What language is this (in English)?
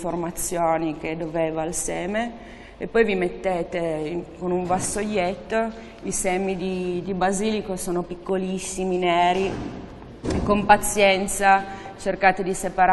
Italian